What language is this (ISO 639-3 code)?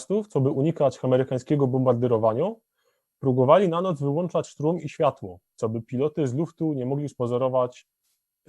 szl